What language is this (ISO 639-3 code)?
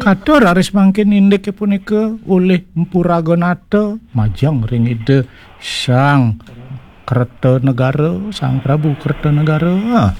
ban